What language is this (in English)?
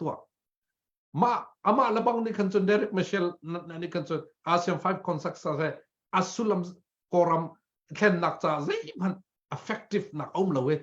Hakha Chin